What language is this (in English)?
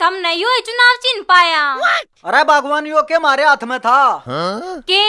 Haryanvi